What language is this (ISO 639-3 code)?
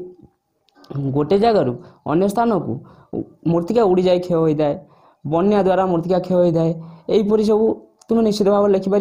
ori